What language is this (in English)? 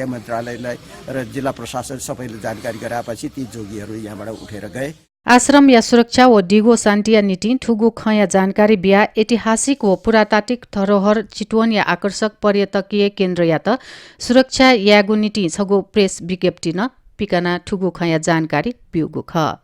Newari